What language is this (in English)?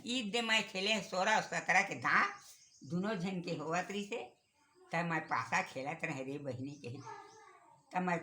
Chhattisgarhi